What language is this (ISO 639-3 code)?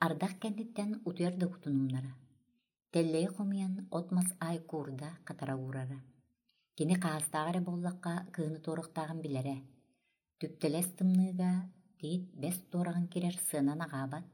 sah